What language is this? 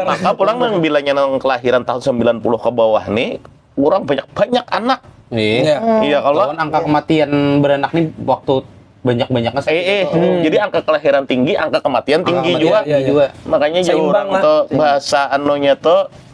Banjar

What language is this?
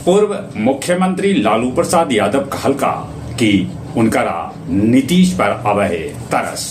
Magahi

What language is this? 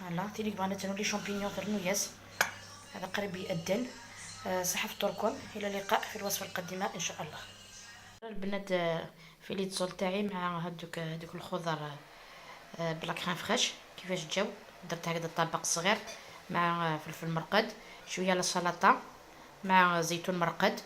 Algerian Arabic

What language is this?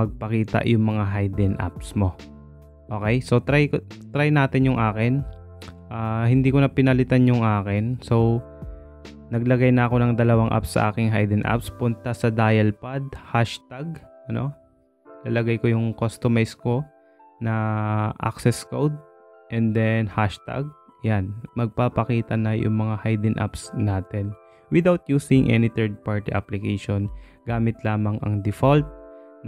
Filipino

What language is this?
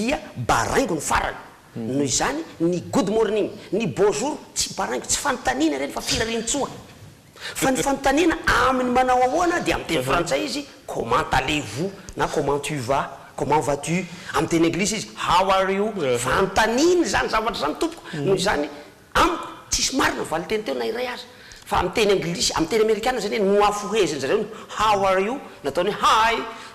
Malagasy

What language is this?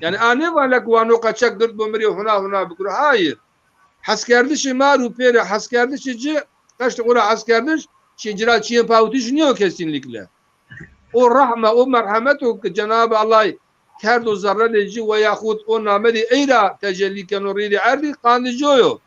Zaza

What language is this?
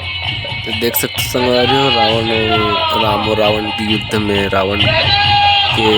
Chhattisgarhi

